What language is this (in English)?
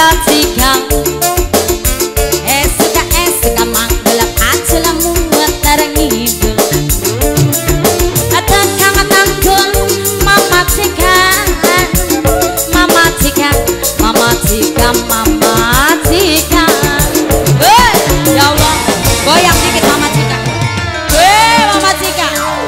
Indonesian